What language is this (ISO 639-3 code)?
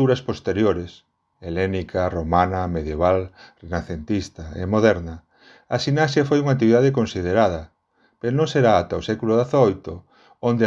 glg